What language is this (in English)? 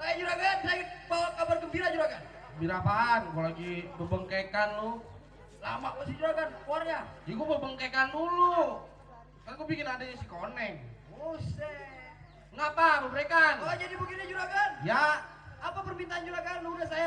Betawi